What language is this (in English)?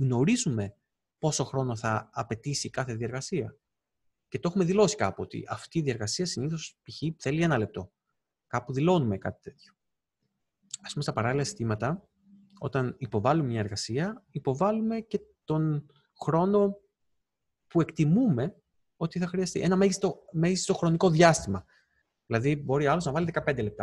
Greek